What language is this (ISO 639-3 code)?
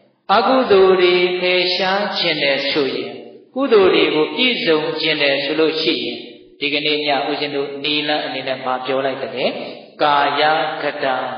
mya